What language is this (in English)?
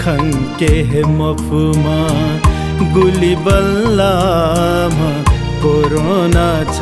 Newari